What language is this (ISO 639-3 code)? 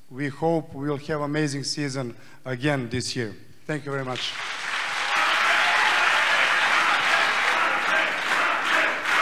ron